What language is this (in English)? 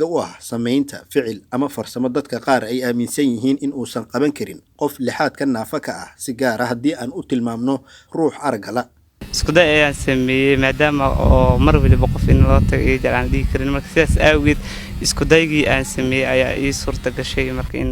Somali